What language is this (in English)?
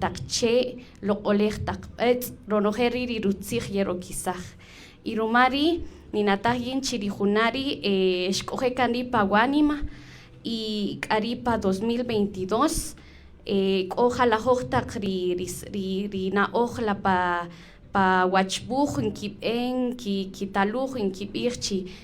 Kaqchikel